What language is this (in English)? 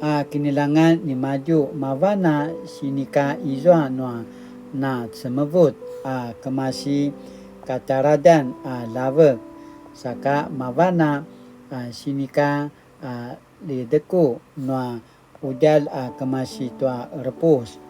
Paiwan